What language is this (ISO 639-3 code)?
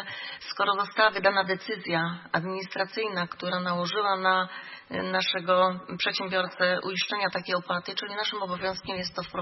pol